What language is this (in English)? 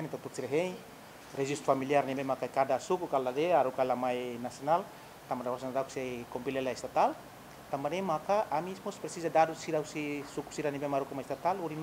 Tetum